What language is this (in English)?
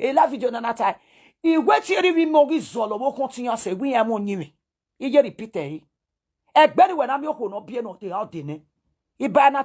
Nigerian Pidgin